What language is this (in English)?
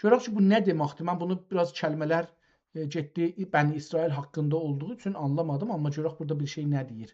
South Azerbaijani